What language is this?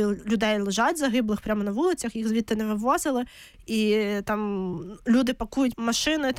Ukrainian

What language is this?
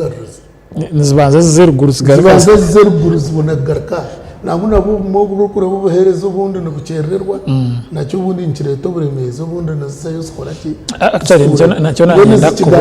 Nyankole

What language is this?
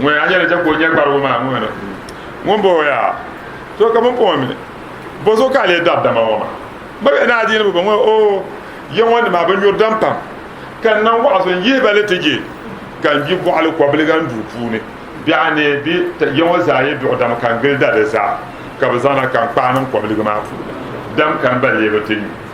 Dagbani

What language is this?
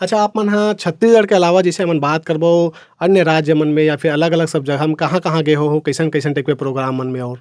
Chhattisgarhi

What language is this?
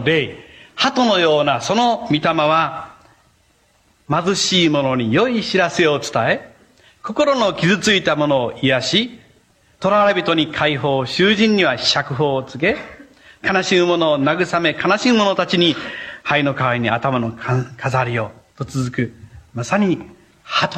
Japanese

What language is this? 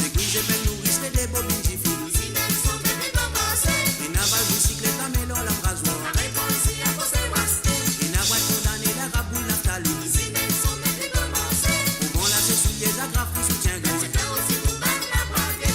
Morisyen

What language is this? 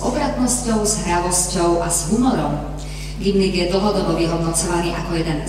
Slovak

